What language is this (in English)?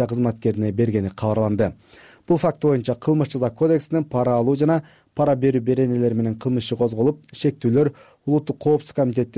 Kyrgyz